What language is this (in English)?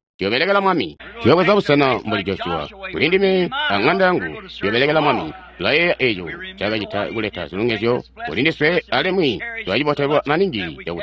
Tonga (Zambia)